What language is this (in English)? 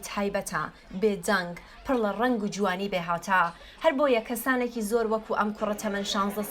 Central Kurdish